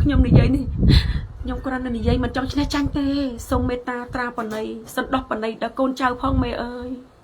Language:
Khmer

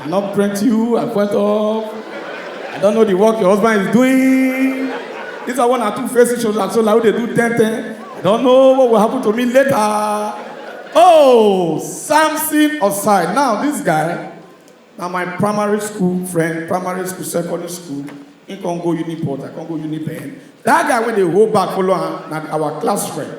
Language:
Nigerian Pidgin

